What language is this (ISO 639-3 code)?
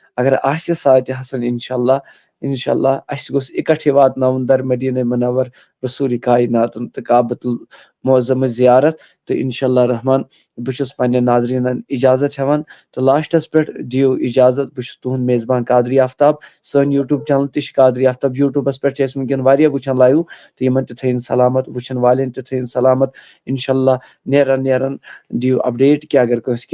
kas